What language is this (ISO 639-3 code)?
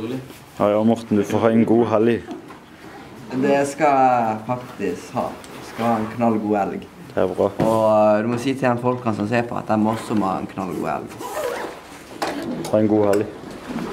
nor